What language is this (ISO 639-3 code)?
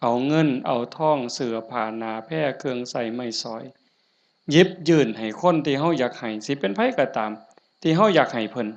lao